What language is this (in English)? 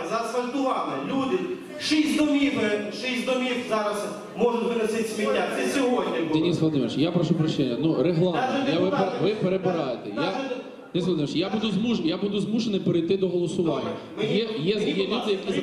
Ukrainian